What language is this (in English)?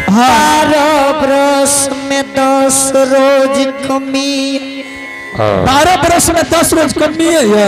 Angika